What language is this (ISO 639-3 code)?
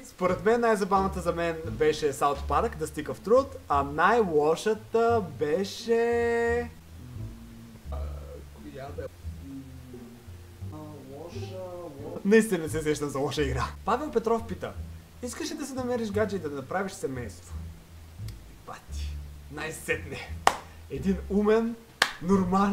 bul